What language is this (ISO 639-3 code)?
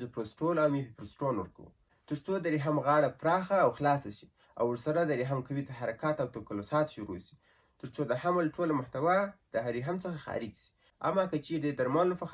pus